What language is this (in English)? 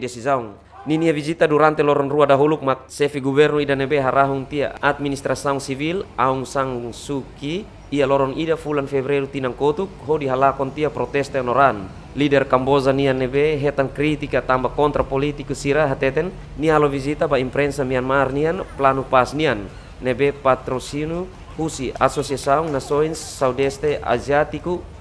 Tetum